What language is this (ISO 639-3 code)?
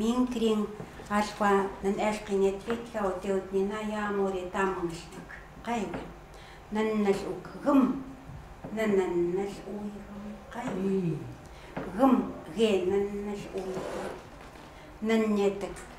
ckt